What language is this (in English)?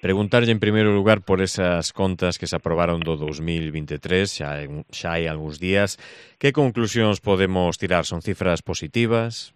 Galician